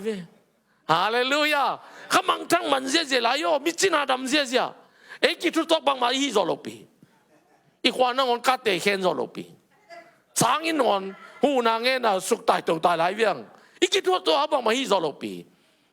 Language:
Tedim Chin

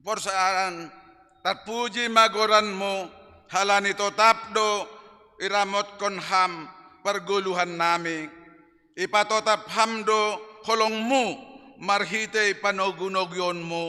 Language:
Batak Simalungun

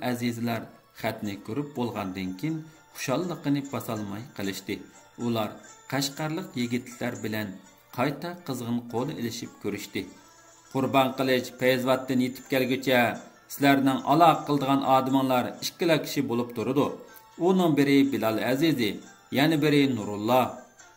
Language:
Uyghur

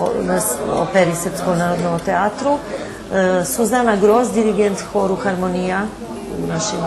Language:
Rusyn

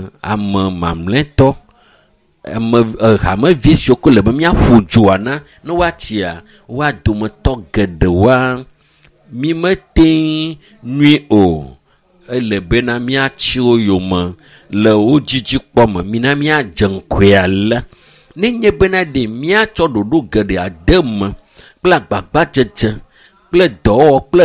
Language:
Ewe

